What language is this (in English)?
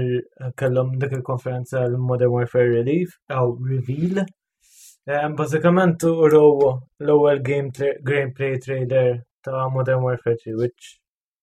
Maltese